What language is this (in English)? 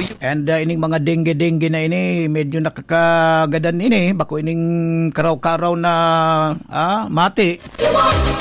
Bikol